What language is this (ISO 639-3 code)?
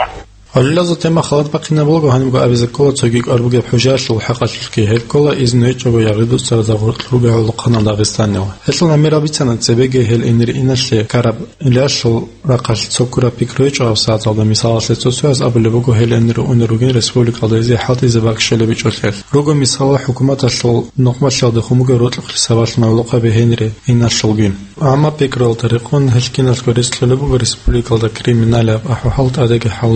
ava